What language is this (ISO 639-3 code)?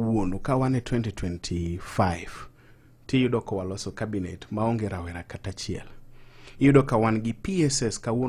luo